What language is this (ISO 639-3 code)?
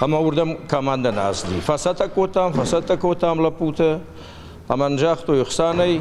oss